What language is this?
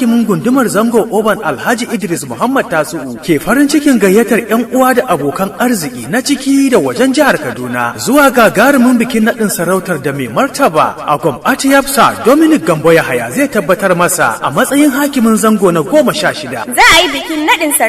Hausa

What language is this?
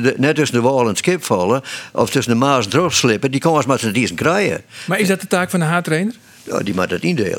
Western Frisian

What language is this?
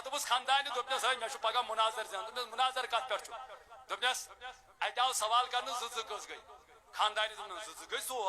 Kashmiri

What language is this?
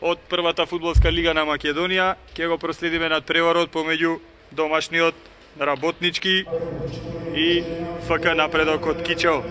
Macedonian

